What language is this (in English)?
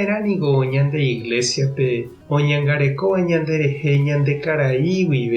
Guarani